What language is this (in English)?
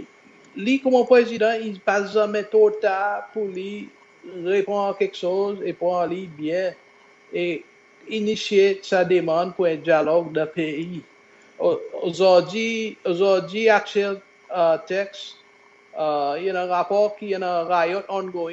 Seselwa Creole French